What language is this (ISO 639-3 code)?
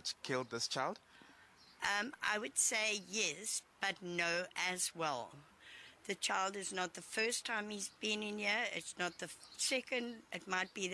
eng